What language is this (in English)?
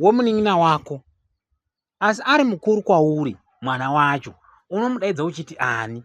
Shona